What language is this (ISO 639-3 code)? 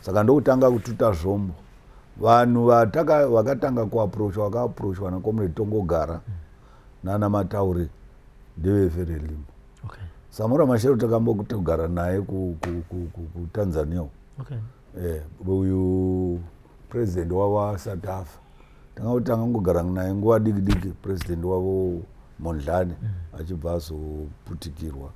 sna